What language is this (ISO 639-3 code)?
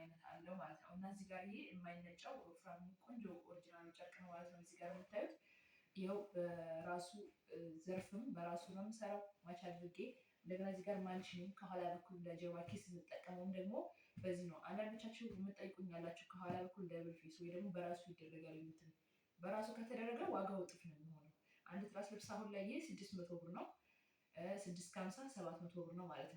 amh